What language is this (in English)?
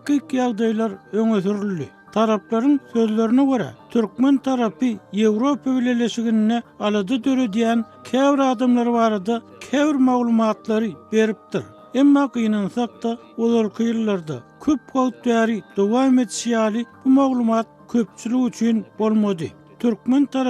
Turkmen